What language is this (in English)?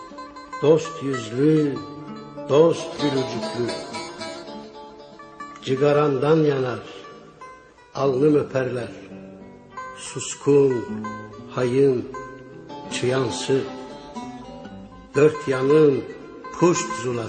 Turkish